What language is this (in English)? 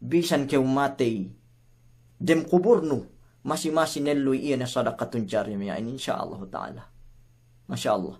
Yakan